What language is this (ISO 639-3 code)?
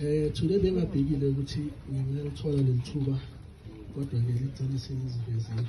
zul